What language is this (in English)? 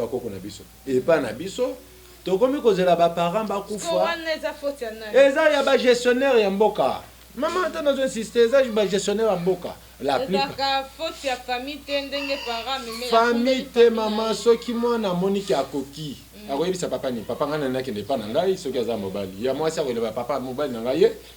Lingala